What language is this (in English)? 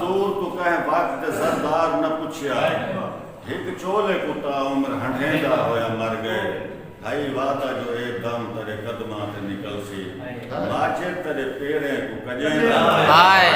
Saraiki